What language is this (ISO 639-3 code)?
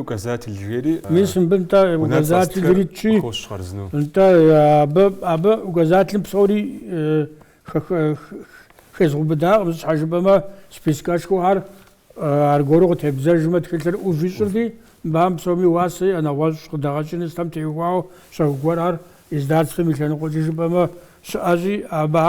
kbd